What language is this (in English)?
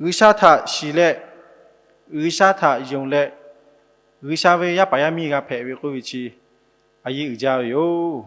Lahu